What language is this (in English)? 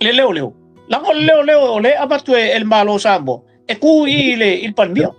Samoan